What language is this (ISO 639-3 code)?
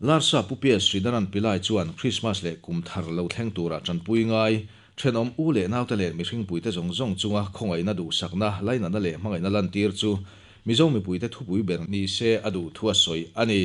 lus